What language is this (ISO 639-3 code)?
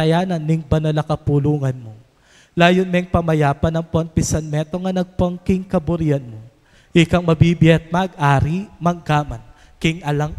pam